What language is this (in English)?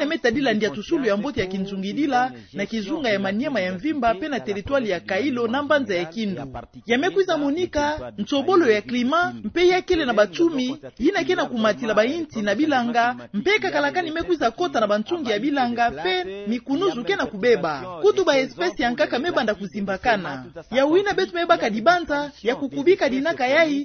Kituba (Democratic Republic of Congo)